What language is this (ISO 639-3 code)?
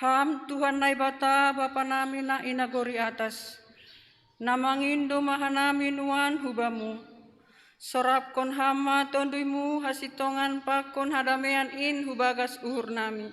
bts